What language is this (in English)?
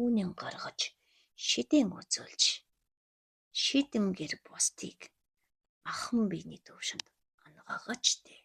Mongolian